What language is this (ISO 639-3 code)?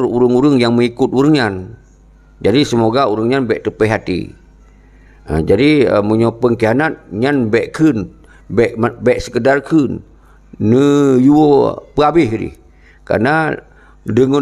ace